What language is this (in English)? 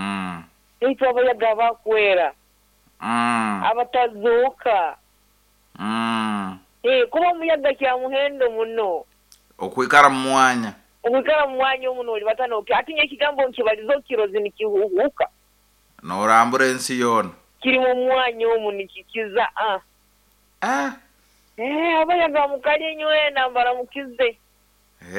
Nyoro